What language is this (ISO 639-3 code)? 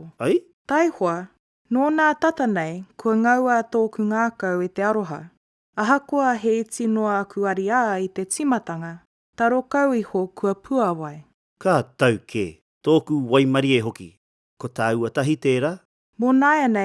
mri